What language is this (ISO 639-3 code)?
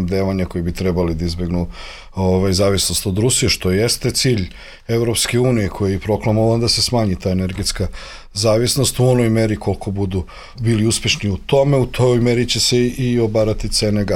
srp